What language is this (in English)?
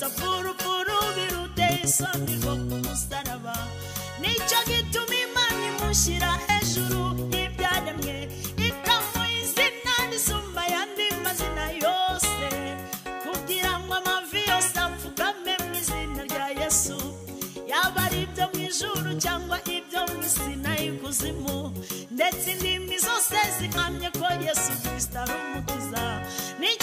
Kinyarwanda